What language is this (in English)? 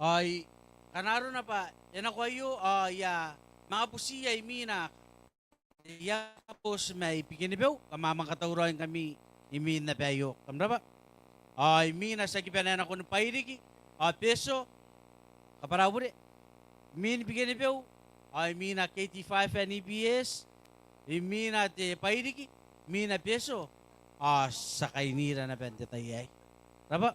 Gilbertese